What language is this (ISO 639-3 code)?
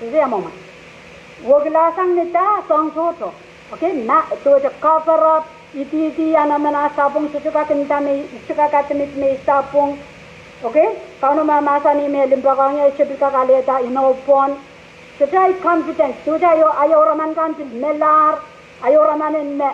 pon